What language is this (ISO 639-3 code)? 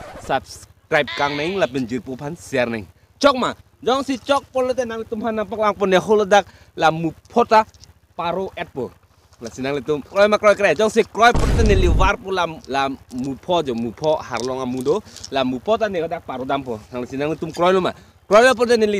mjw